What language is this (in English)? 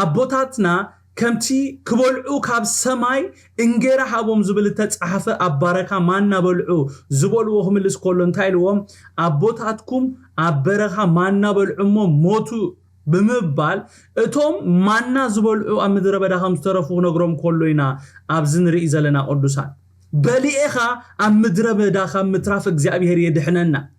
Tigrinya